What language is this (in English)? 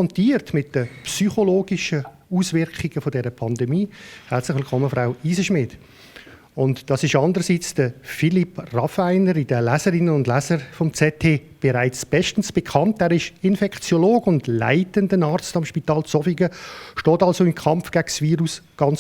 Swiss German